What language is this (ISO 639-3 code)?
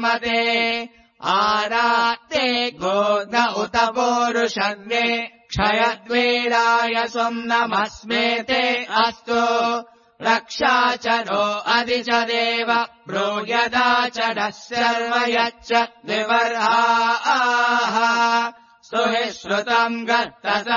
san